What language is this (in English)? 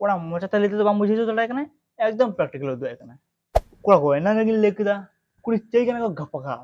Santali